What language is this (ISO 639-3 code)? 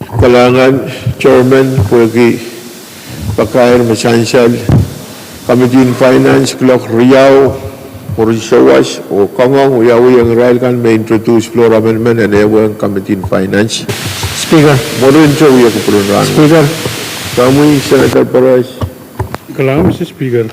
pon